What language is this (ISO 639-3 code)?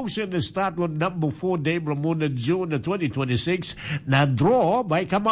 tpi